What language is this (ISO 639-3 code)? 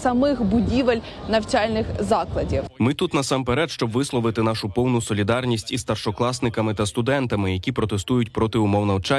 ukr